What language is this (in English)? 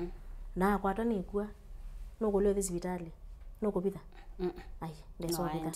Kamba